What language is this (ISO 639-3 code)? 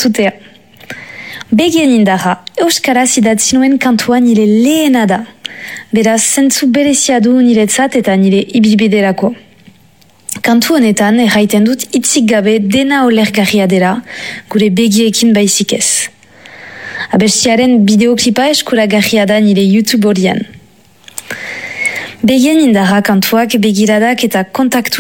eus